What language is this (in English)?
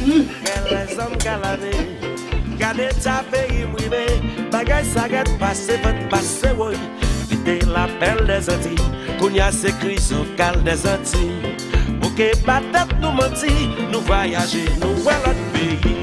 Haitian Creole